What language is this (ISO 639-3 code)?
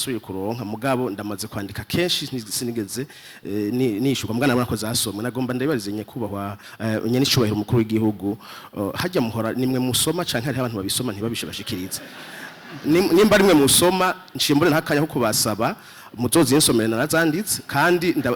run